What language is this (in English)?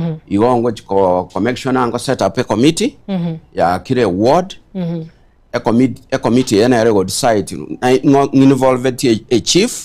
Gusii